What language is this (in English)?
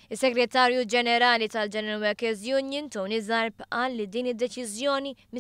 Maltese